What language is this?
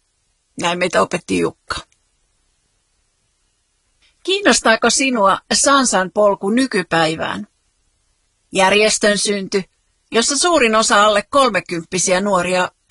Finnish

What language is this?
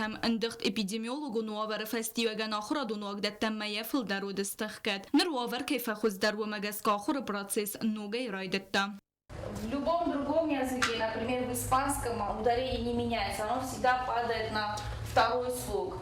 Ossetic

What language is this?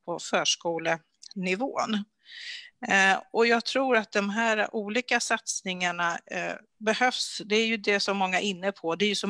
Swedish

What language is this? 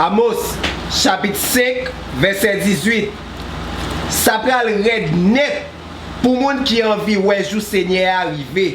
Haitian Creole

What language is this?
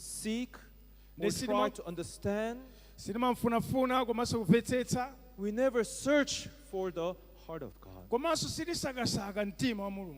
Nyanja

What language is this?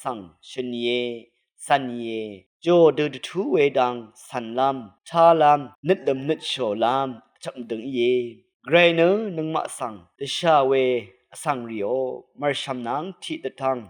Rawang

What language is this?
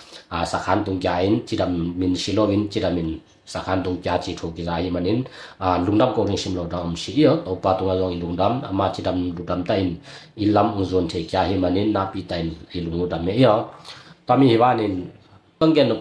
Tedim Chin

